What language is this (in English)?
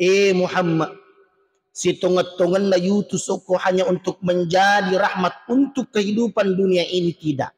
Buginese